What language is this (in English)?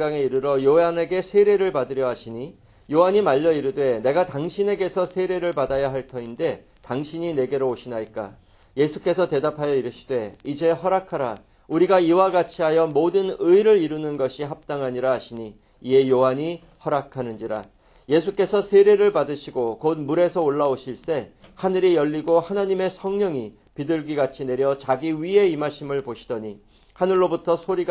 Korean